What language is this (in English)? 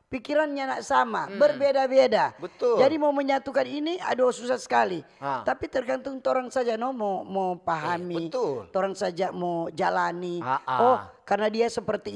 Manado Malay